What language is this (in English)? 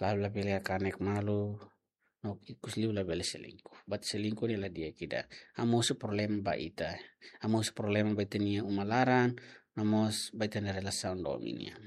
Tetum